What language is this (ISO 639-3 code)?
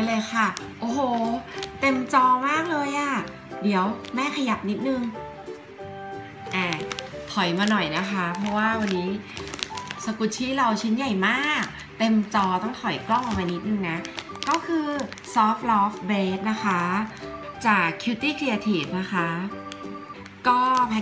tha